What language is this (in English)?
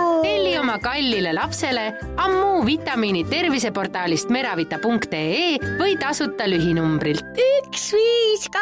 Estonian